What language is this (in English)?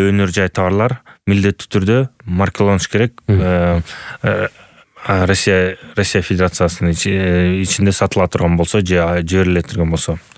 Kyrgyz